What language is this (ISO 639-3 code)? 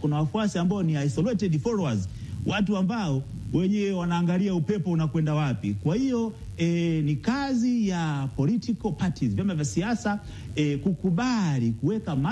swa